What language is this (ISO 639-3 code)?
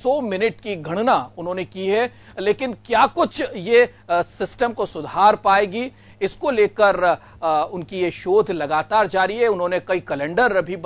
hin